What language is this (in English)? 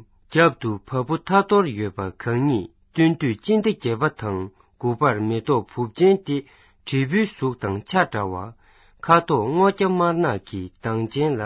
Tibetan